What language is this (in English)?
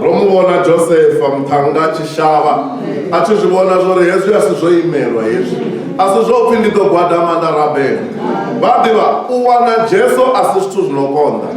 Venda